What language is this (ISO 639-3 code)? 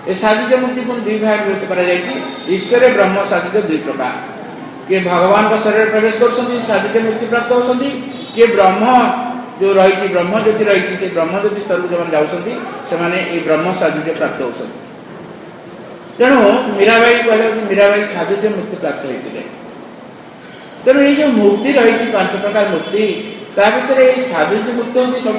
ori